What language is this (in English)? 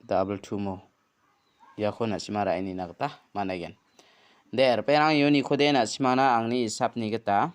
Garo